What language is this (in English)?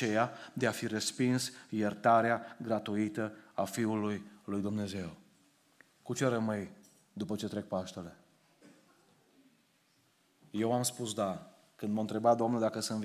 Romanian